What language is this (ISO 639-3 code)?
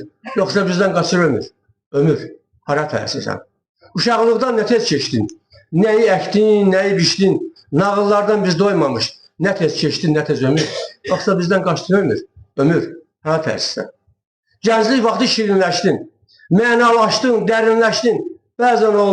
aze